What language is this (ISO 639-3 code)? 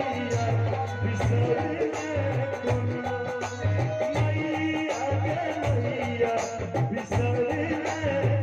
mai